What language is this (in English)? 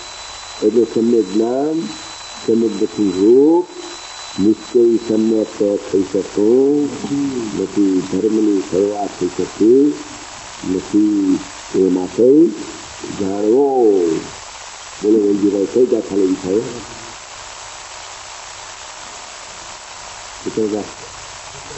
Gujarati